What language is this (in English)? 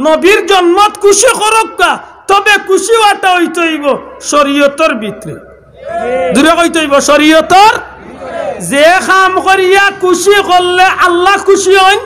Sylheti